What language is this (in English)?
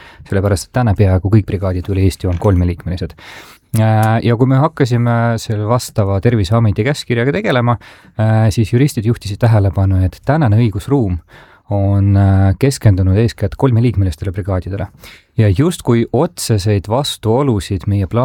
Estonian